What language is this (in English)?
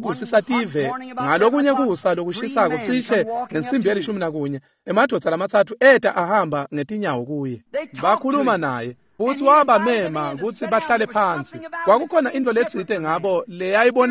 Swati